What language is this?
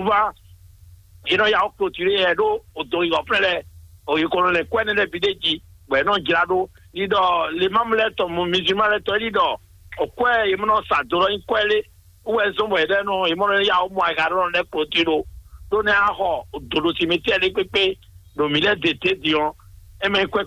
Fon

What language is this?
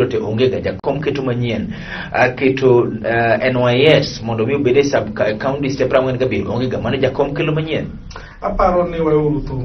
Luo (Kenya and Tanzania)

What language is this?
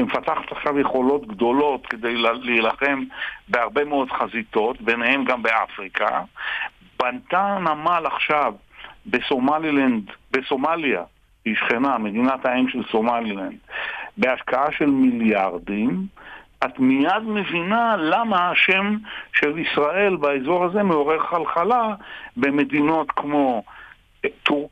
Hebrew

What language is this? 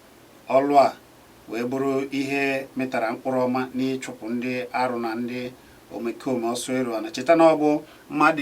Igbo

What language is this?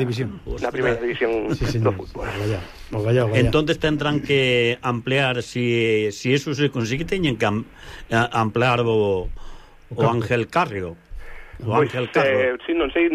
Galician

